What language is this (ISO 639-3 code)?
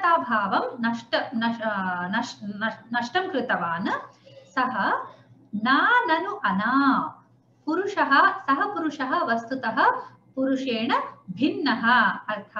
san